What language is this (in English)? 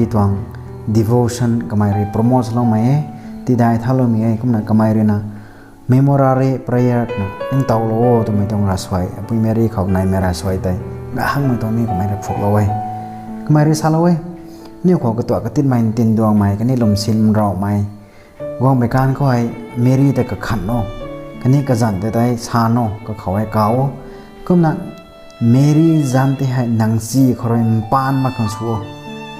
Rongmei Naga